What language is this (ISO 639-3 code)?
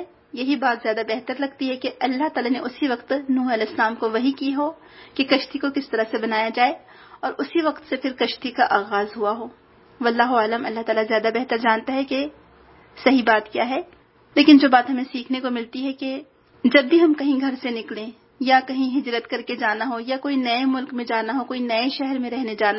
urd